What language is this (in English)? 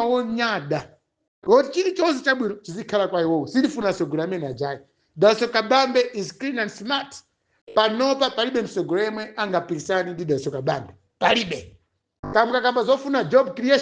Nyanja